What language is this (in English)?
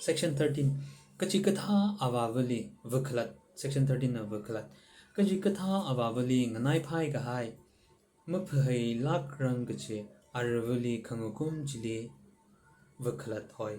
Tangkhul Naga (India)